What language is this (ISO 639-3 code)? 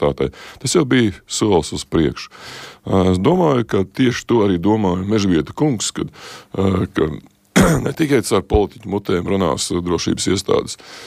lav